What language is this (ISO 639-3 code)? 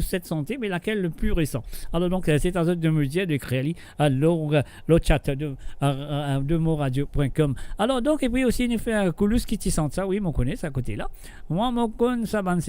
mfe